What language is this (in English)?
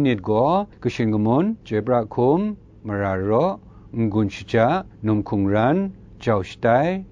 Kachin